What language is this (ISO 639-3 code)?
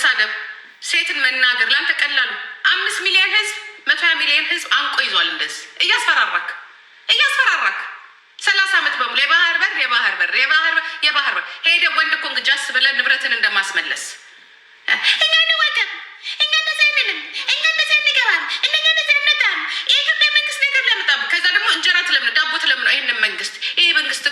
amh